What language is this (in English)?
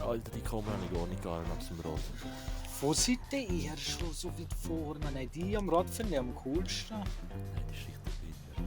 Swiss German